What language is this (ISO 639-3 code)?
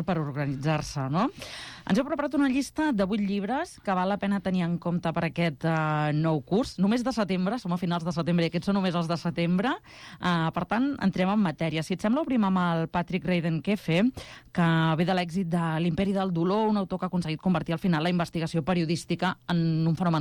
cat